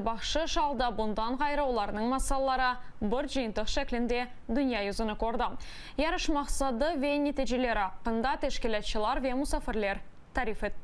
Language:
Crimean Tatar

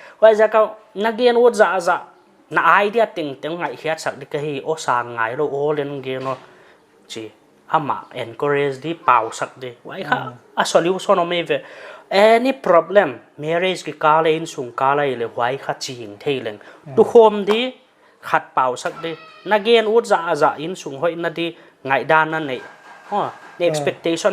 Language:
Paite Chin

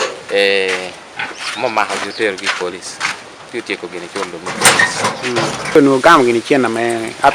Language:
Acoli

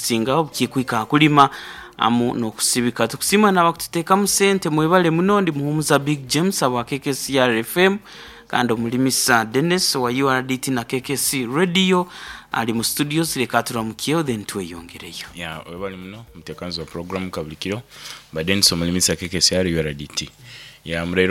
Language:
Nyoro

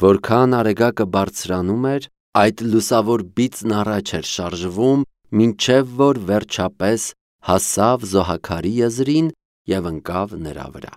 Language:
Armenian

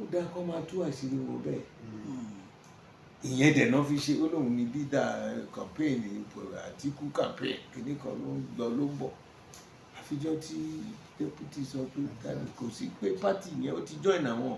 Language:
Yoruba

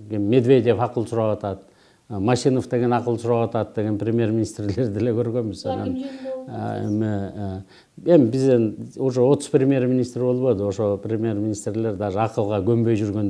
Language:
Kyrgyz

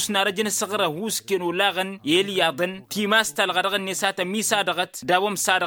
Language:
Tamasheq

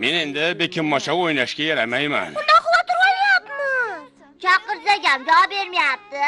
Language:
Uzbek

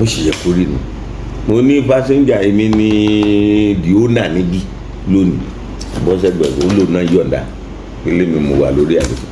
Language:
Yoruba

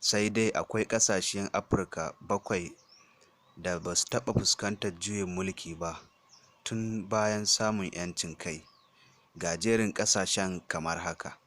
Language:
Hausa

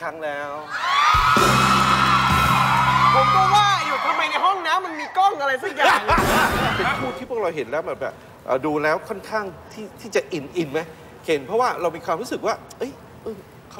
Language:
Thai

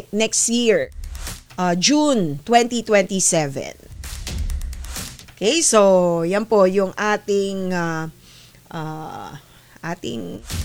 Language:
Filipino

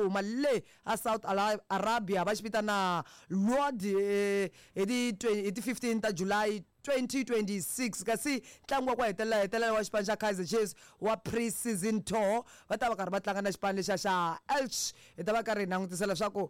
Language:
Tsonga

